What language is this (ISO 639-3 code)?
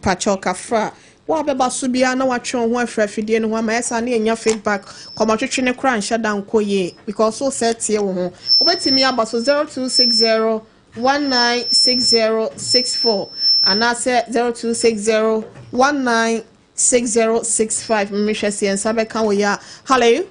aka